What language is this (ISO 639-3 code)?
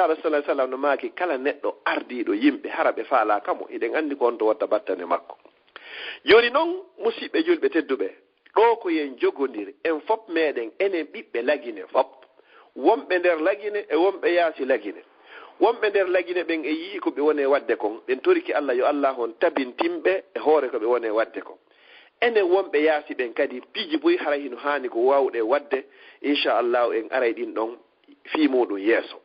ful